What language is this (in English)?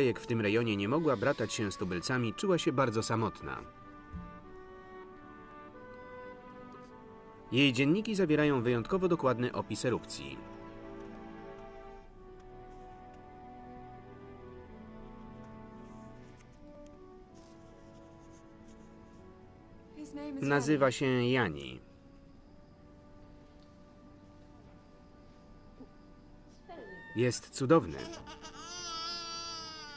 Polish